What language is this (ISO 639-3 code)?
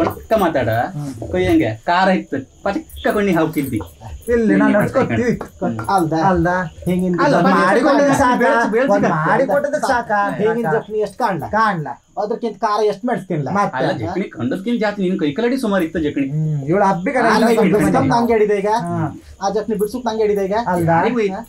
kan